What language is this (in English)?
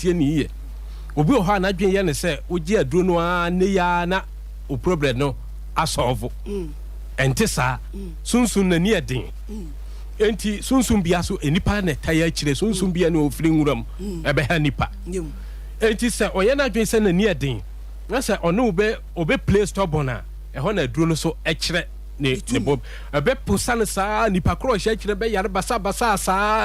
Akan